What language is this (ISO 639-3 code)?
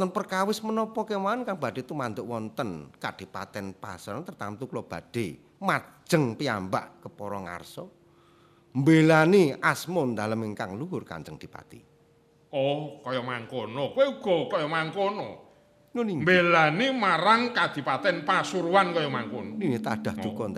jav